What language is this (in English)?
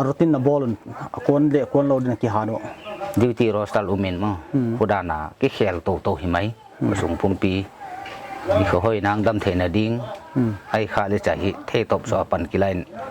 Paite Chin